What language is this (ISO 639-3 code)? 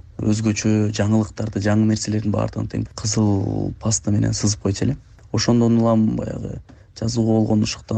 kir